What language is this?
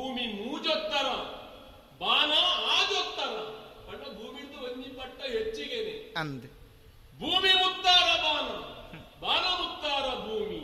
Tulu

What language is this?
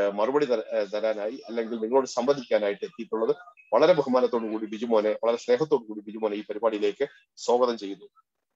Malayalam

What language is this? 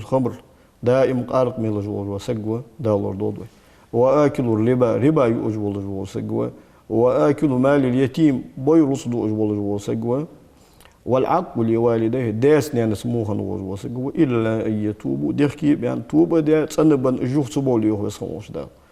Ingush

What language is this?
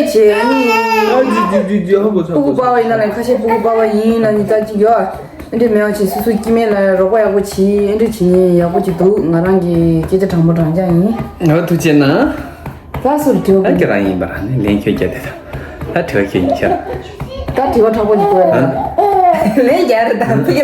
Tibetan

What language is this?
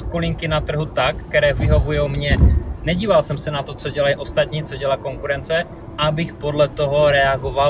Czech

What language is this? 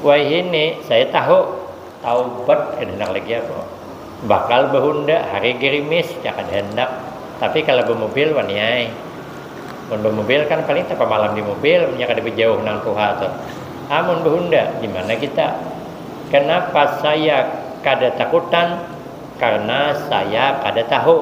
Banjar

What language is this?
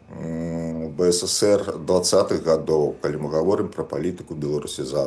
Belarusian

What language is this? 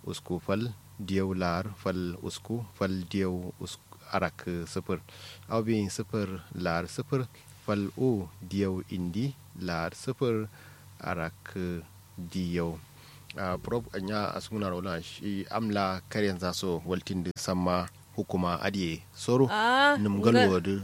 Kanuri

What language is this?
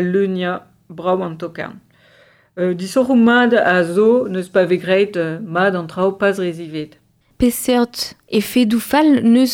Breton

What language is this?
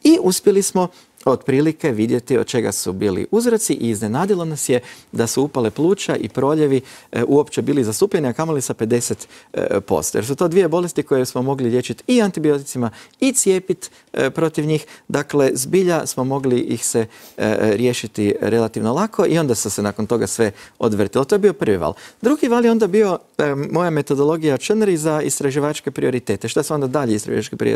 Croatian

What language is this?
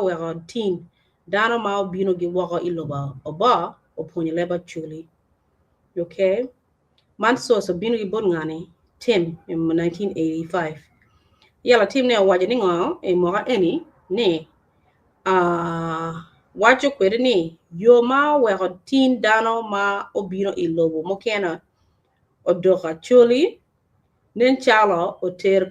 Acoli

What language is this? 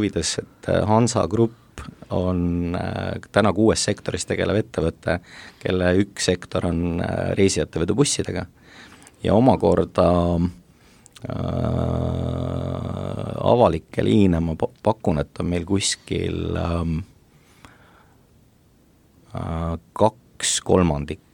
Estonian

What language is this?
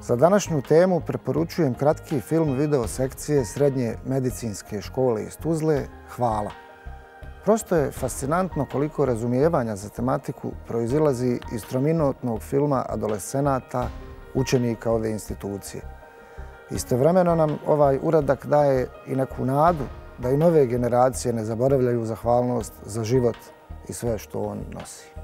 Bosnian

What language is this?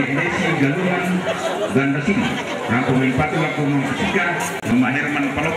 Toraja-Sa'dan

